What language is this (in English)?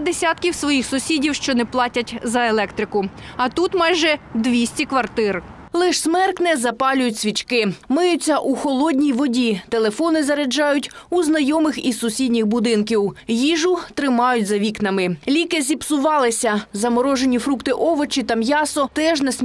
Ukrainian